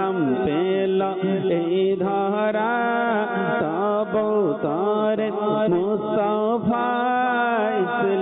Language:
Bangla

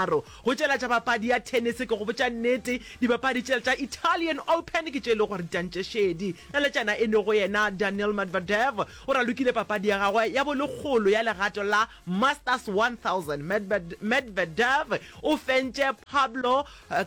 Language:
Northern Sotho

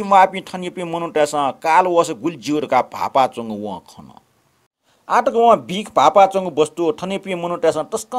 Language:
Newari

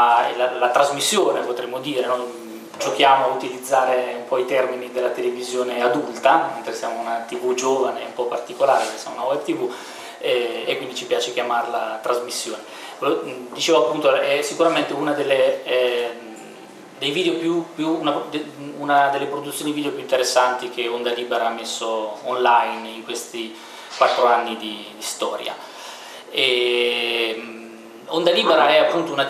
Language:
Italian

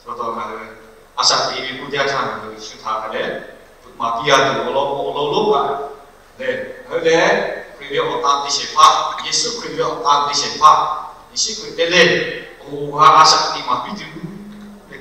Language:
Lahu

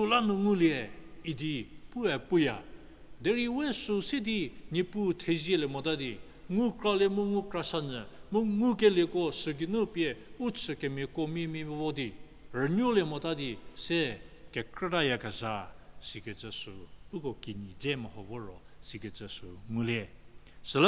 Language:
Angami Naga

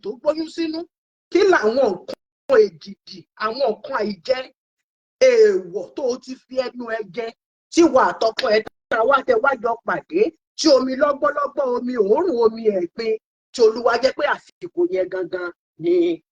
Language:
Yoruba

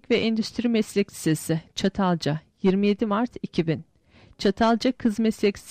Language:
Turkish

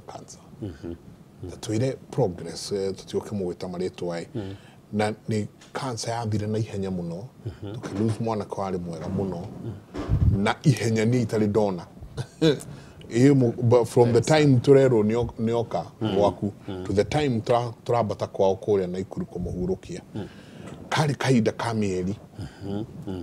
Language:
Kikuyu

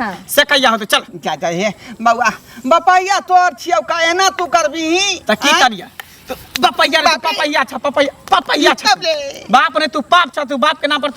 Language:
Maithili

